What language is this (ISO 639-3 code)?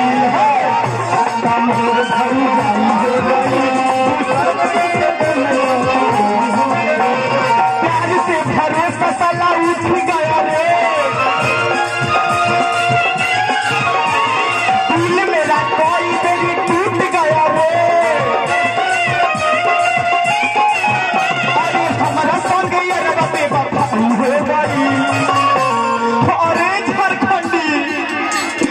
bho